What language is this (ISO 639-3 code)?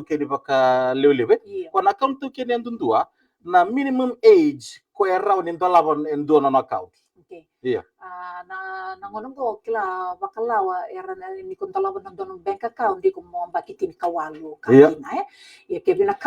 fij